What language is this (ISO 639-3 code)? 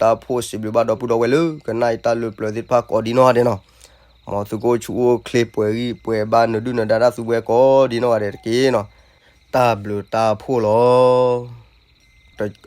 ksw